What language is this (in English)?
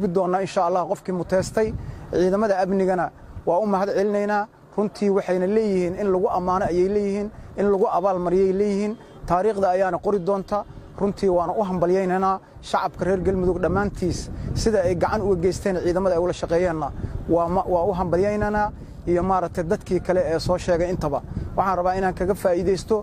Somali